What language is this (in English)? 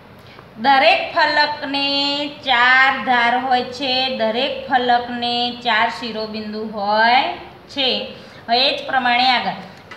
Gujarati